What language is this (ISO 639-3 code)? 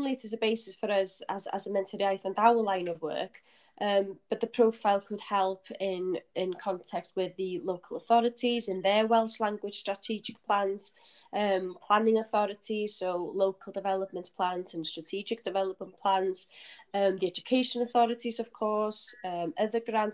eng